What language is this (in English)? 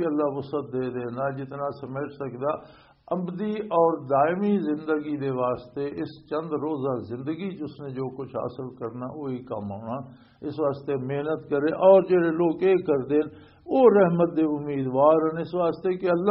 Western Panjabi